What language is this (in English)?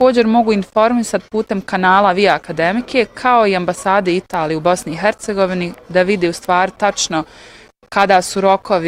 Bosnian